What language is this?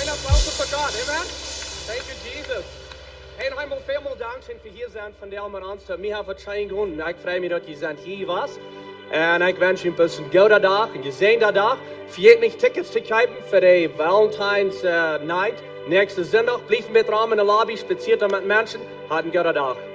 Plautdietsch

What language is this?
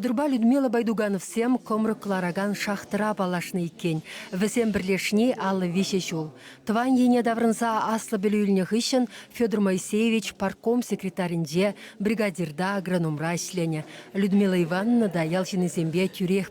Chuvash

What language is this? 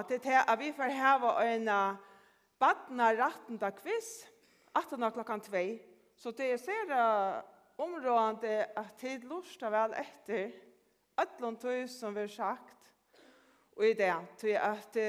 Faroese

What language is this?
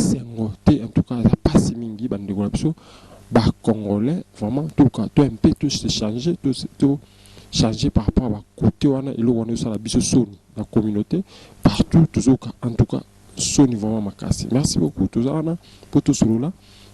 Lingala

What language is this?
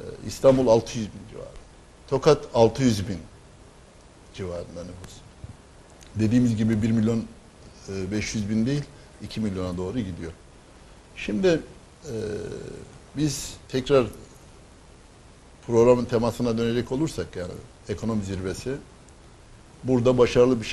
Turkish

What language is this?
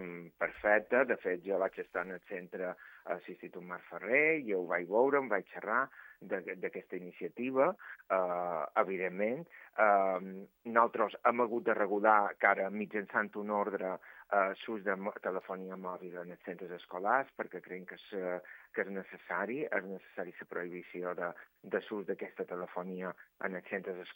Catalan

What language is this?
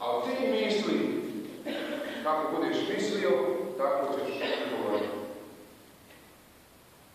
Bosnian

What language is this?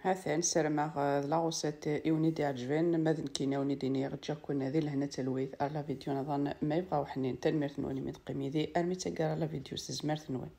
Kabyle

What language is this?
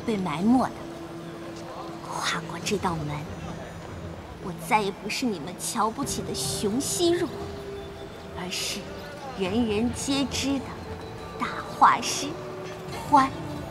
Chinese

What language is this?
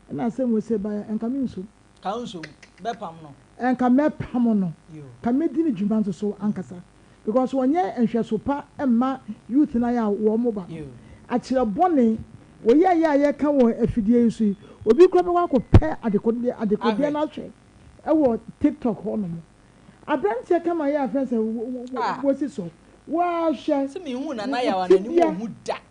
Akan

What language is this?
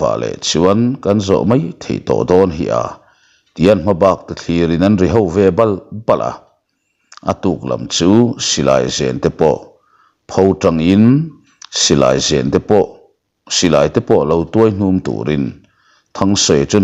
Mizo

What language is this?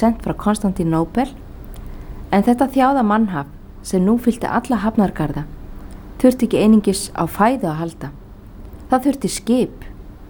Icelandic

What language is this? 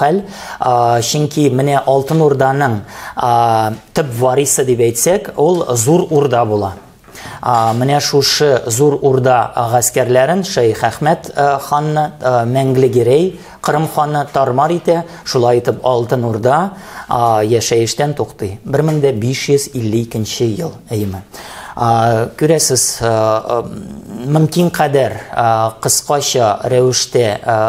Tatar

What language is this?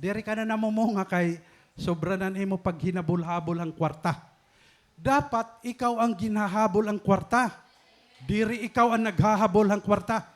Waray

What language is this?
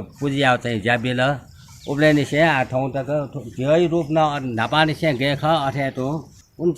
Newari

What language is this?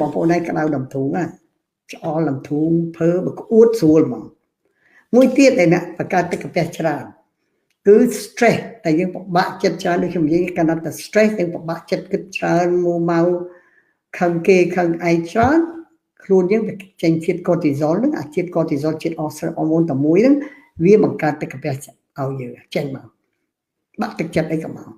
Khmer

